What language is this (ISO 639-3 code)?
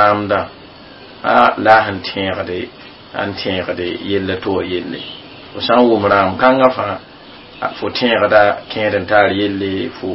mos